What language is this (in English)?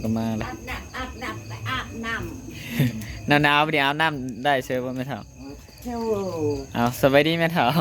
Northeastern Thai